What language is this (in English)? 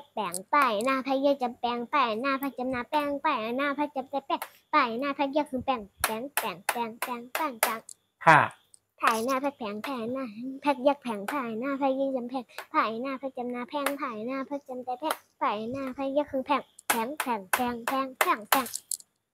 Shan